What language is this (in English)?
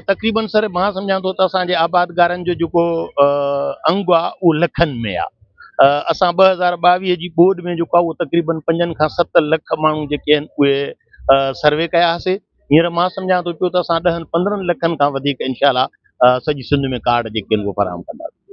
Sindhi